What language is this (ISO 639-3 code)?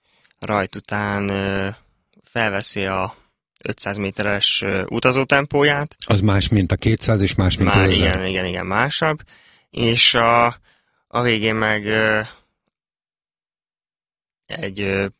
hun